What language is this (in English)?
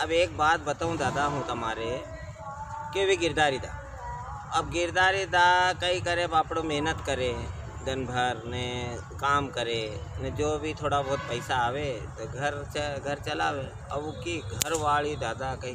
Rajasthani